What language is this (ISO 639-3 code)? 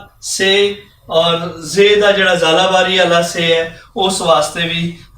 lah